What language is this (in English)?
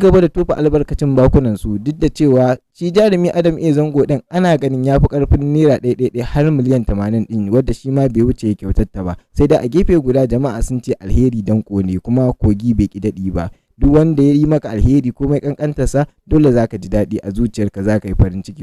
Hausa